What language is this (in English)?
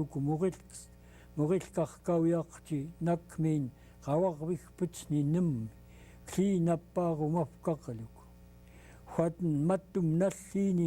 Central Yupik